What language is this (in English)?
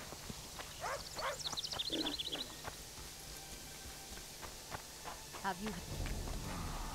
Vietnamese